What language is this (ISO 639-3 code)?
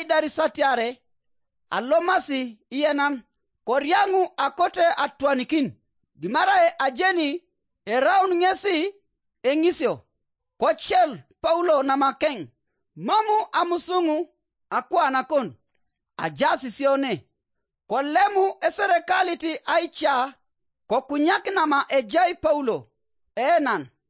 teo